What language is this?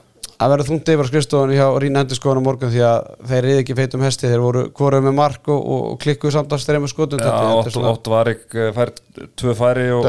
Icelandic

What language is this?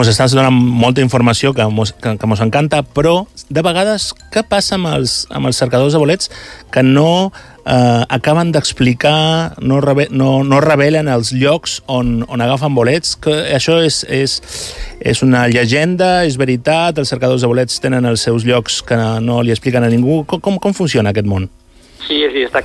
Catalan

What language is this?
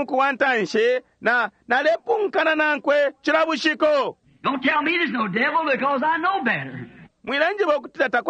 Bemba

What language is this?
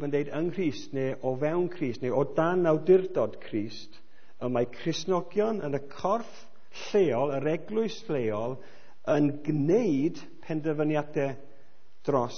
Welsh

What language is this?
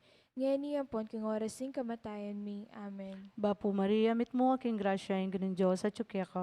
Pampanga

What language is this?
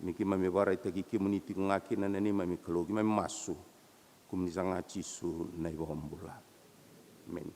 Fijian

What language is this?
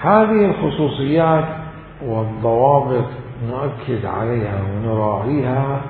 Mesopotamian Arabic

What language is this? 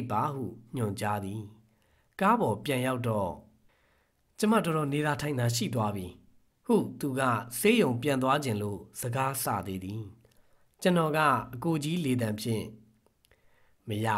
Burmese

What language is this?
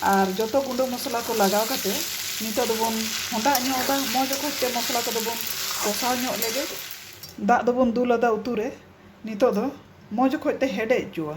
Santali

